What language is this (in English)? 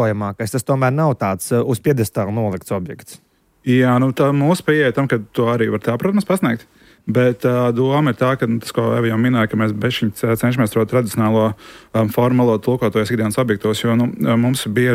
Latvian